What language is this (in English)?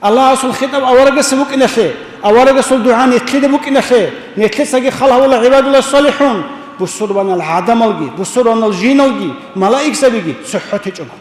Avaric